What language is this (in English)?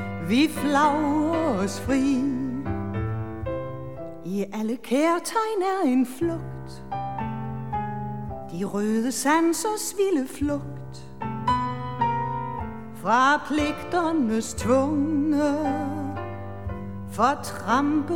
Danish